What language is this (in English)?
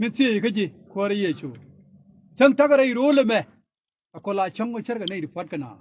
Nuer